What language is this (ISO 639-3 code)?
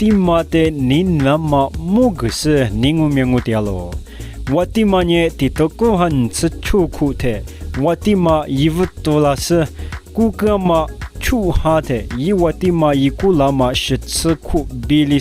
lis